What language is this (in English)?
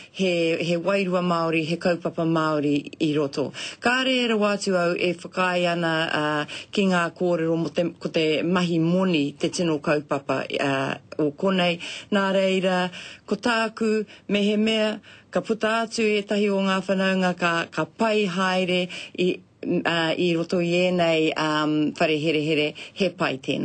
Māori